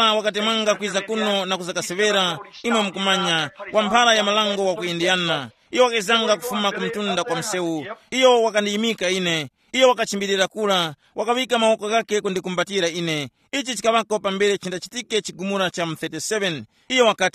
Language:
Tumbuka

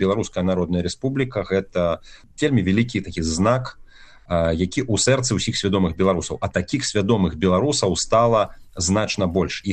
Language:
Belarusian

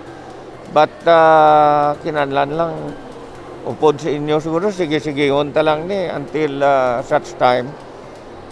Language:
Hiligaynon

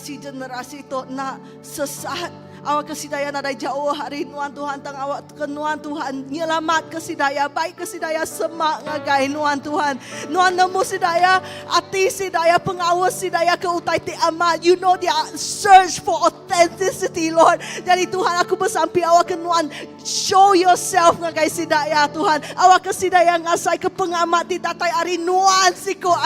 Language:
Iban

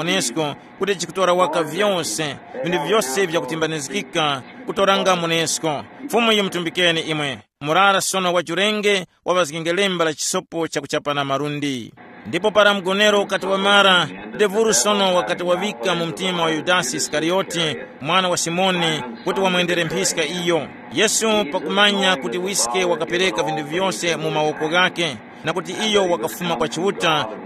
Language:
Tumbuka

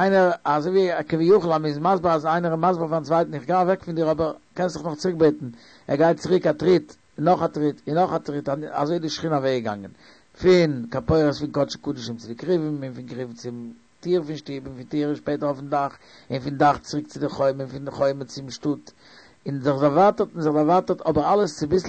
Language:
Yiddish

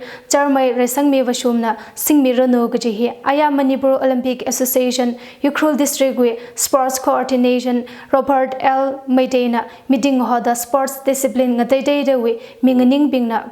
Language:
Tangkhul Naga (India)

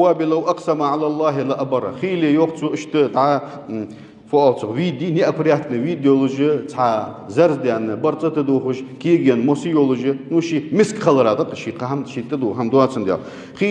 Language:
Ingush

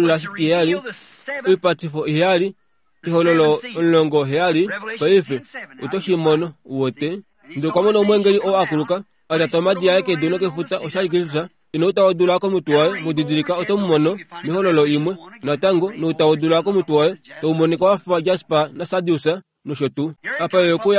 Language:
Kuanyama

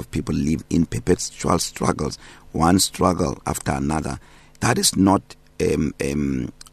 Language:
English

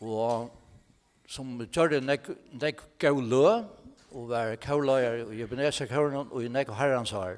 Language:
Faroese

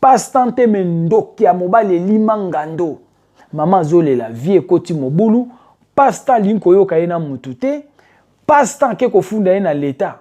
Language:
Lingala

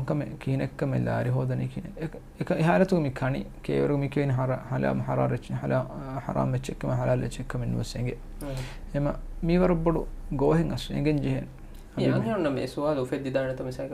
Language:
Divehi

